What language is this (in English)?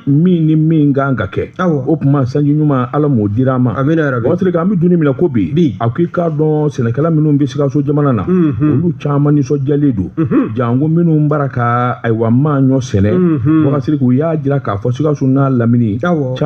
Bambara